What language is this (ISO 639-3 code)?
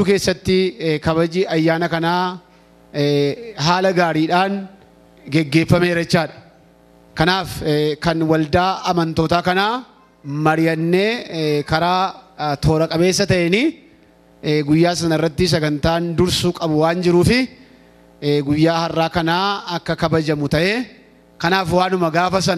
orm